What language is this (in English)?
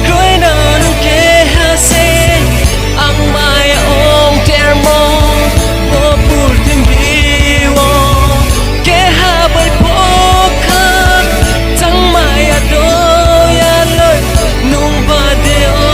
Riang (India)